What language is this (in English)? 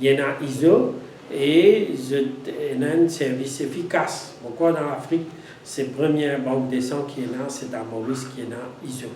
Morisyen